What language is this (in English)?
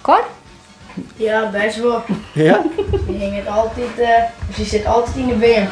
Western Frisian